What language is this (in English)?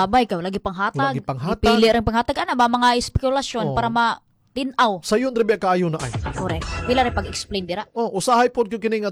Cebuano